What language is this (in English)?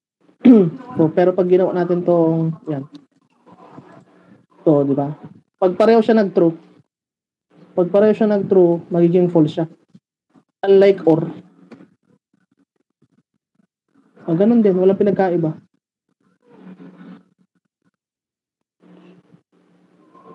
Filipino